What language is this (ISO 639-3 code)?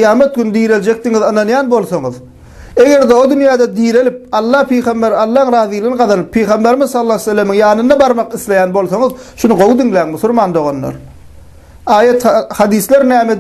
tuk